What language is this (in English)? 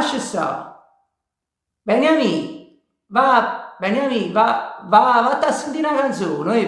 Neapolitan